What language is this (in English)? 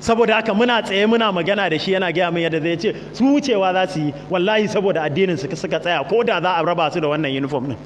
Hausa